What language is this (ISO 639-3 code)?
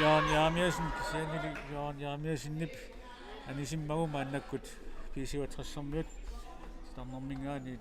kal